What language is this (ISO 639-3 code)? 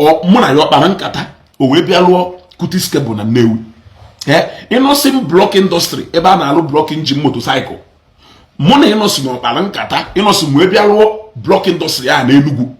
ibo